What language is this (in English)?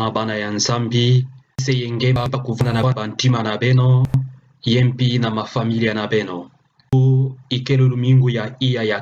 Kituba (Democratic Republic of Congo)